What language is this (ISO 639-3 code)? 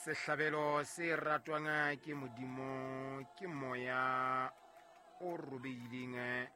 sot